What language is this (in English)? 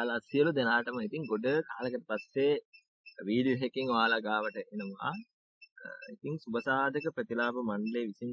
Sinhala